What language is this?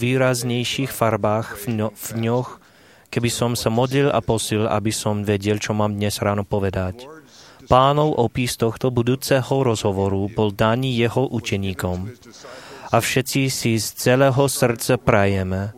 Slovak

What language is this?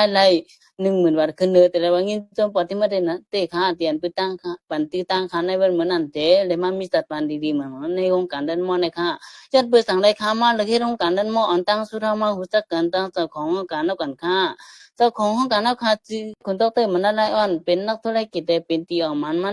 Shan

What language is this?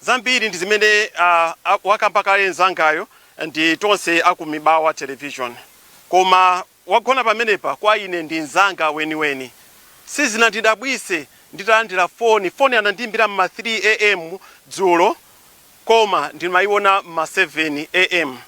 Nyanja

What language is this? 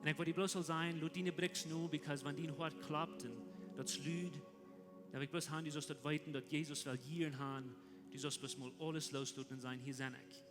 Plautdietsch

